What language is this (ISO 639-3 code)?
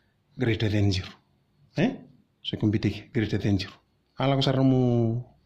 fij